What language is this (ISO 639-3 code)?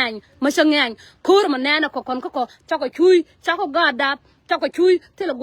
nus